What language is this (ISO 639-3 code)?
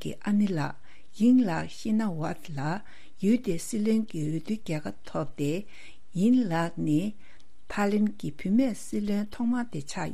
bod